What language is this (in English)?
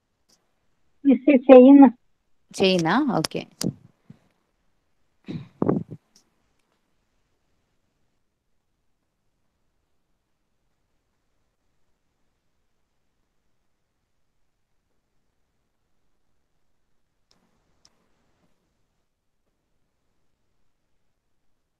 Malayalam